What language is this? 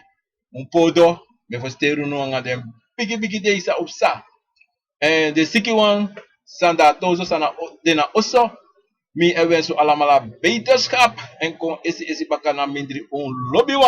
Sranan Tongo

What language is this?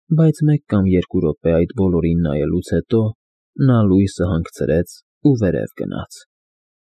Armenian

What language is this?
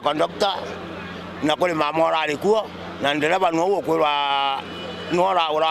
Meru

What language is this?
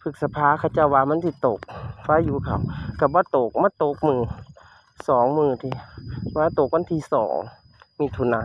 Northeastern Thai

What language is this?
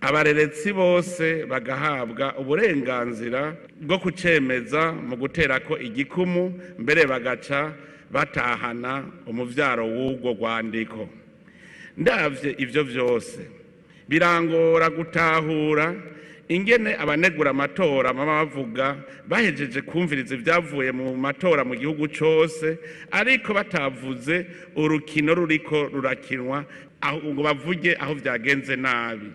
Rundi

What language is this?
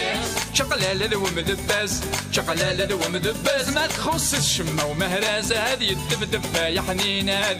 Kabyle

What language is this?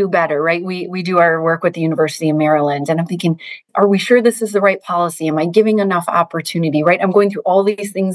English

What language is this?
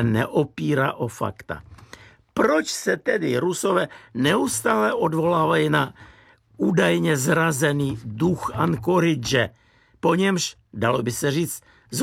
Czech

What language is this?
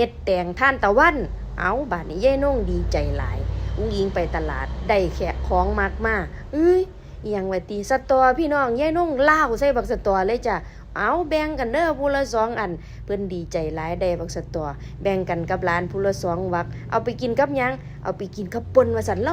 Northeastern Thai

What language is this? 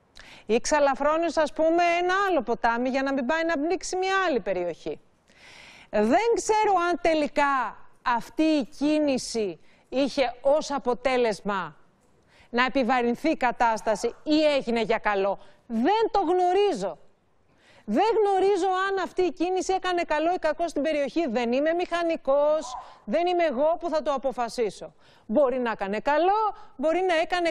Greek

